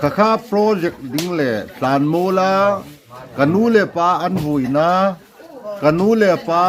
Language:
Hmar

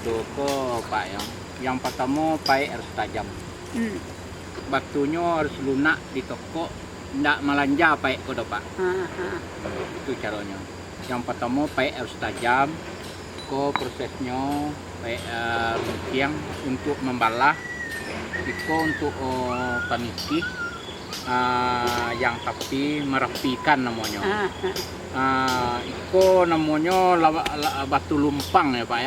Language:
Minangkabau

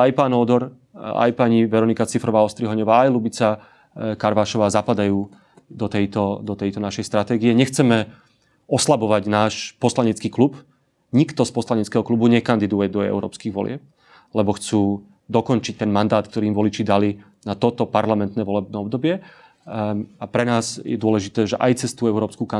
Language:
Slovak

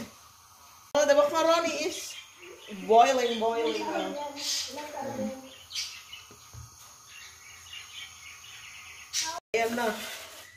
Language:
Filipino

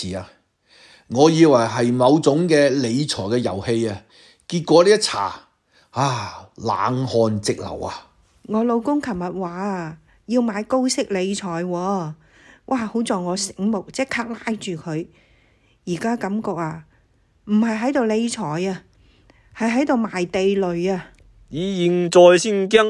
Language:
Cantonese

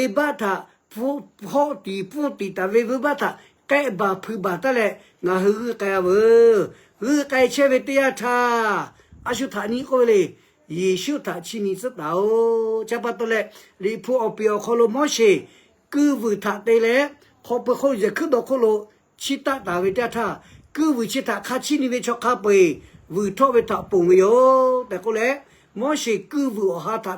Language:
Lahu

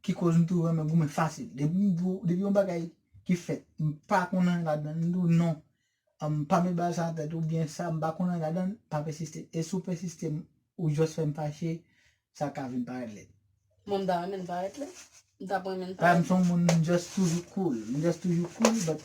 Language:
Haitian Creole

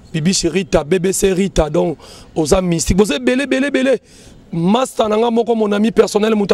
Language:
Lingala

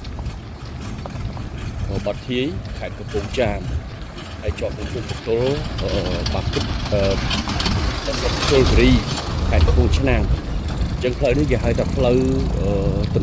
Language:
Khmer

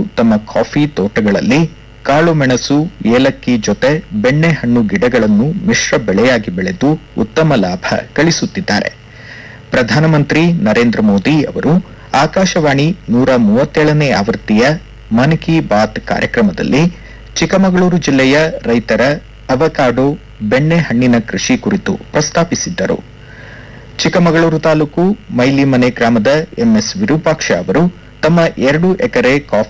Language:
Kannada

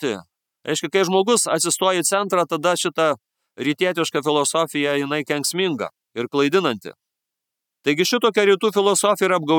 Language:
Lithuanian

